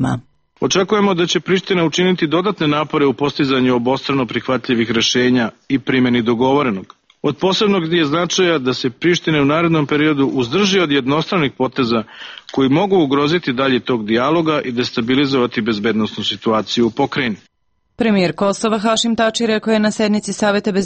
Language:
Serbian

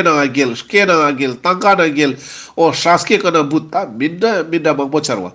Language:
Ladakhi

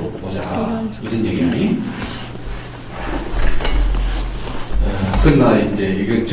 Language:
Korean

